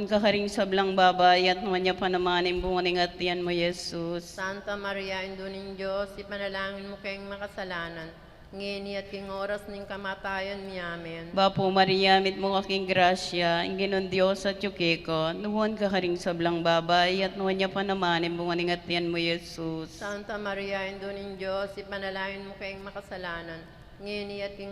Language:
Pampanga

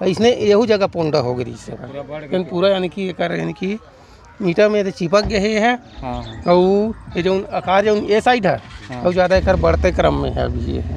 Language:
Chhattisgarhi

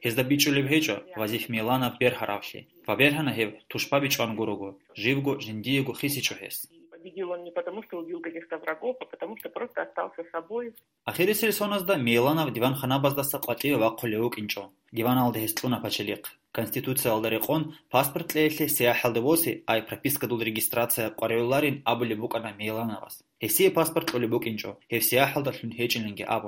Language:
Avaric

